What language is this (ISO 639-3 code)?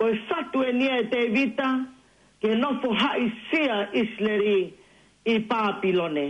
ton